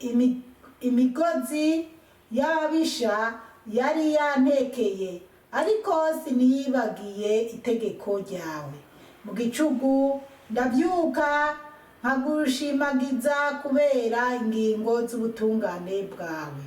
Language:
Rundi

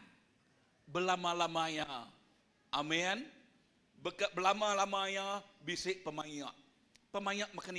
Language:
Iban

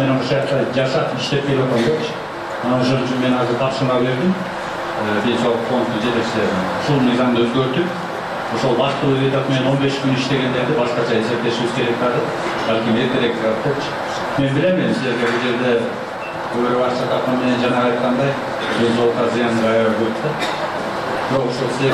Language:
Kyrgyz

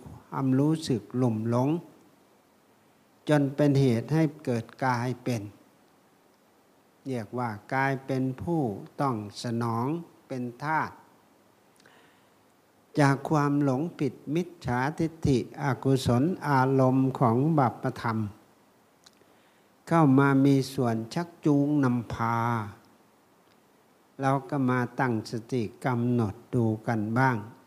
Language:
Thai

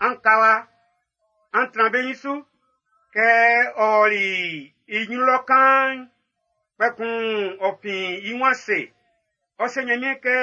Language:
Baoulé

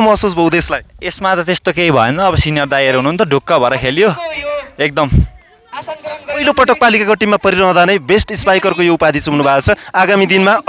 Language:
Nepali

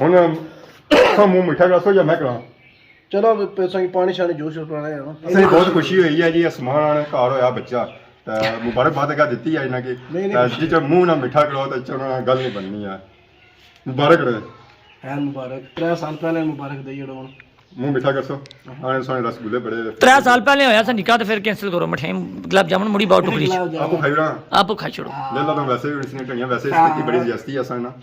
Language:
Pahari-Potwari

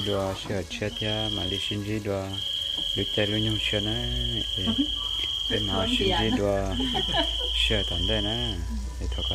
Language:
Vietnamese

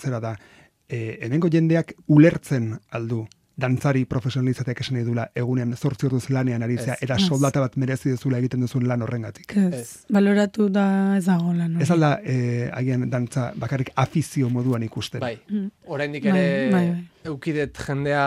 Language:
Basque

